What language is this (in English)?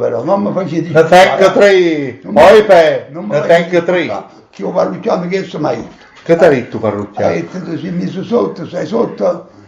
Neapolitan